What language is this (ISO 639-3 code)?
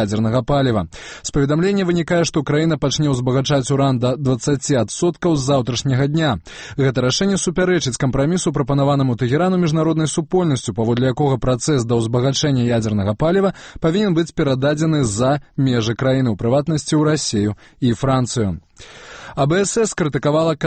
bel